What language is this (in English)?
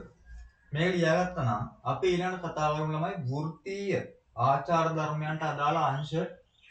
Sinhala